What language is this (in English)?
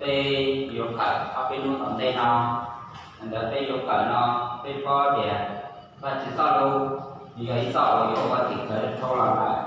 Hmong